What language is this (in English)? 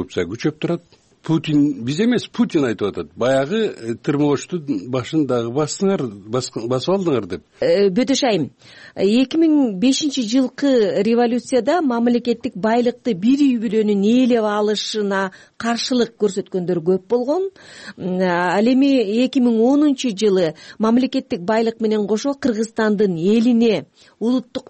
Kyrgyz